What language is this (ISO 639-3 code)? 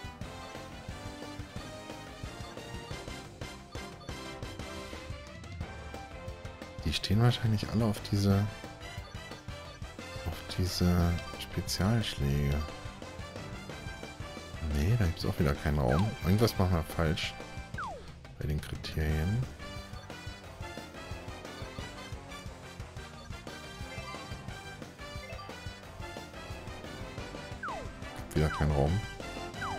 deu